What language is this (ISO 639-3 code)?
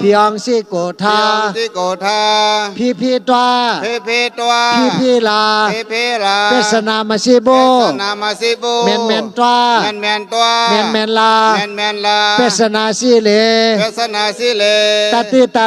shn